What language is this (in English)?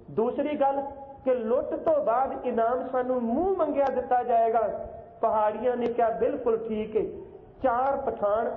Punjabi